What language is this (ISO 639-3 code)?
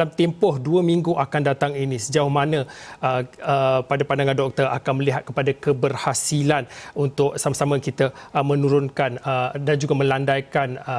msa